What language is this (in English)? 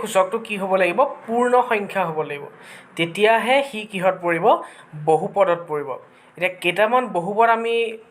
Assamese